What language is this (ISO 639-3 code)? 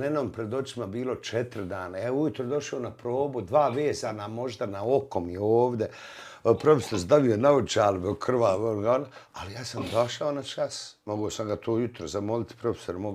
bos